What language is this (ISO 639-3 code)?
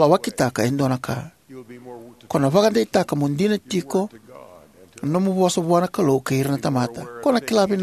fij